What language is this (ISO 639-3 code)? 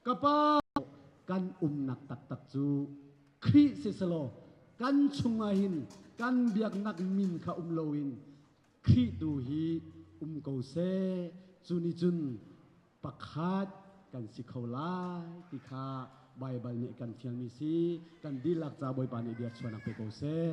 cnh